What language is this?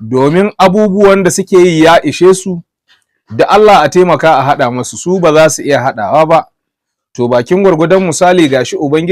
Hausa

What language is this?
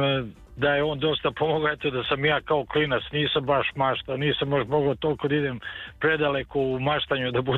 Serbian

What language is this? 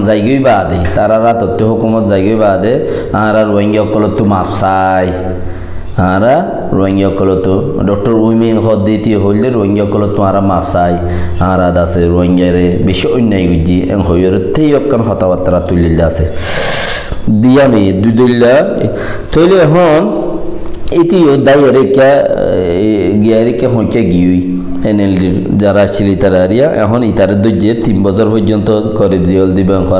Rohingya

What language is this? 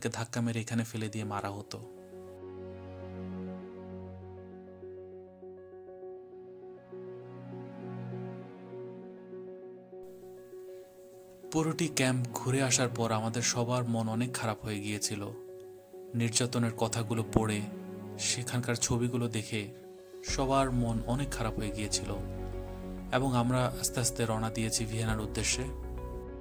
Bangla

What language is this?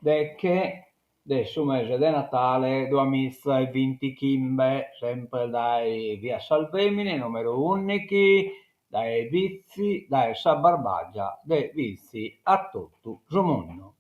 Sardinian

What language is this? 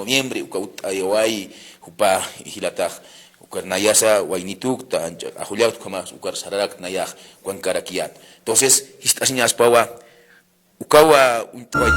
Aymara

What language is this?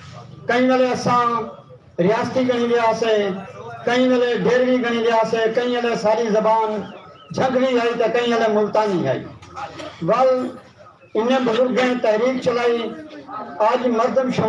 Saraiki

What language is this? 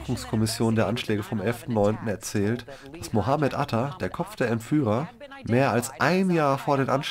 German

